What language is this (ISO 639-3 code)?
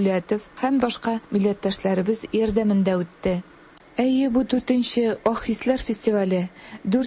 tat